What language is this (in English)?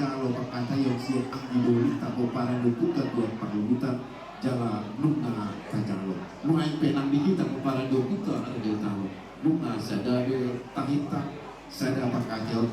Batak Toba